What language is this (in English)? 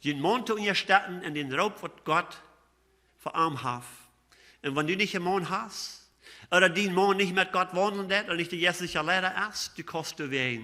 Plautdietsch